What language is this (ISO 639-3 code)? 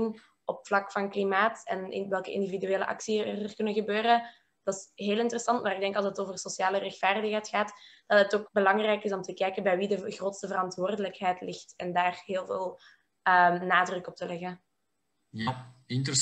nld